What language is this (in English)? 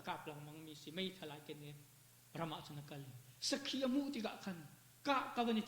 Hakha Chin